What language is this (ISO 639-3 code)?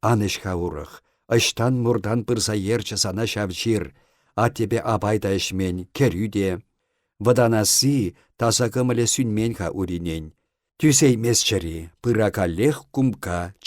chv